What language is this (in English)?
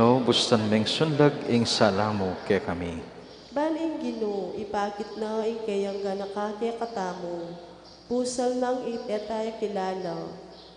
Pampanga